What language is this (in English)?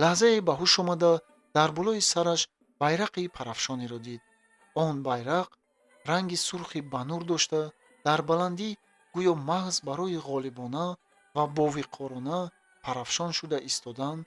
Tajik